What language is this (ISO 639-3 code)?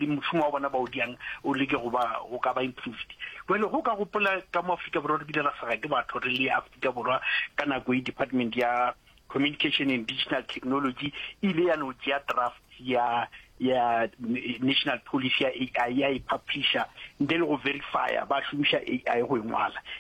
nso